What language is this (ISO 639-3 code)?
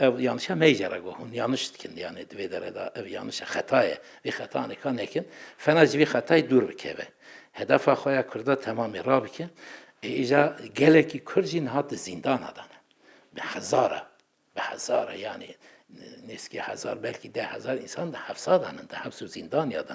kur